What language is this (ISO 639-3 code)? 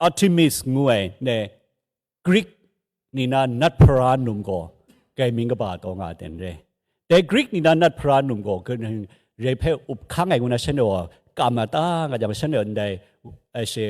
kac